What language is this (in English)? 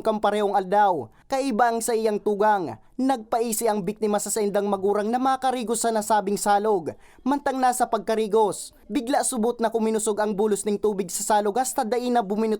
Bikol